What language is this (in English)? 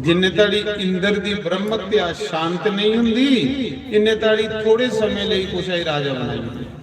Dogri